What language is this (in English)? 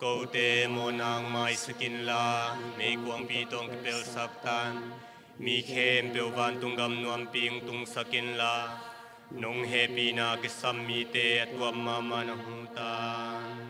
Tedim Chin